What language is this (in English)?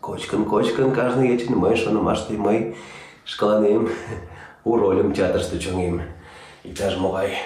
Mari